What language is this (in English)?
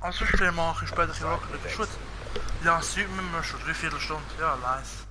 Swiss German